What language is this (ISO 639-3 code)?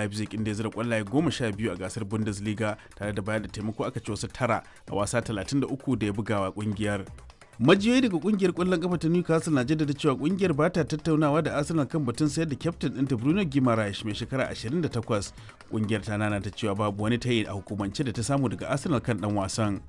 hau